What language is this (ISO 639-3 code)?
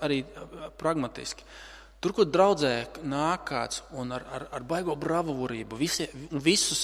lav